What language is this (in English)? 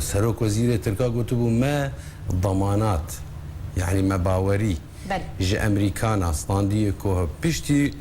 Kurdish